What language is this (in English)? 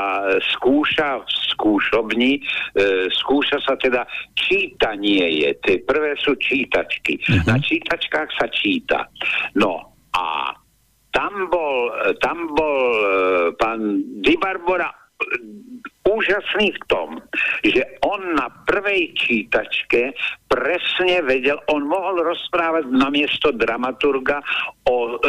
Slovak